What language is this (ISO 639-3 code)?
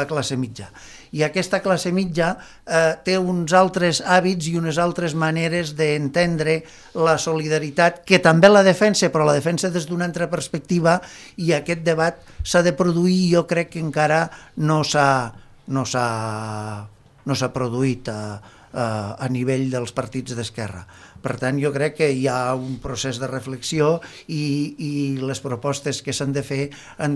cat